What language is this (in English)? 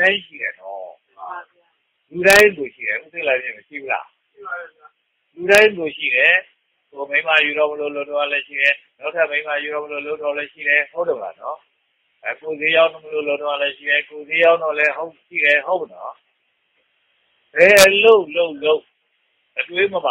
Burmese